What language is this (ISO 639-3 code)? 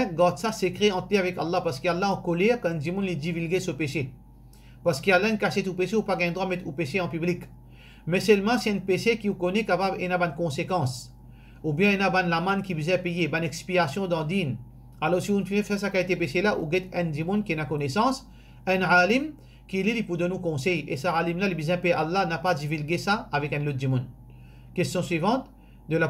mfe